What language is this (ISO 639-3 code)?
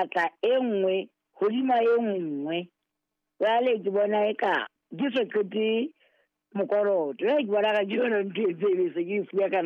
sot